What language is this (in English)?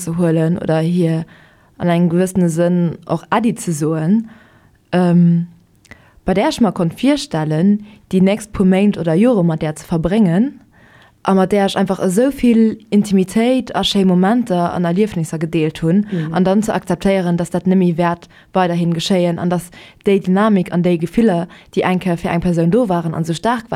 Luxembourgish